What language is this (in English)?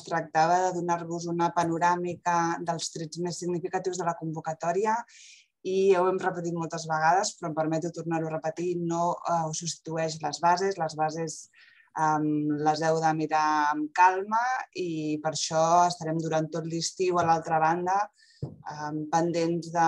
Catalan